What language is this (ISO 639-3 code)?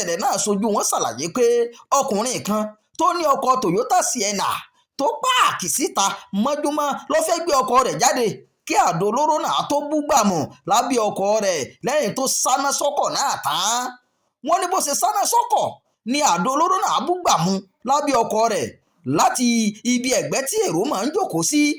yor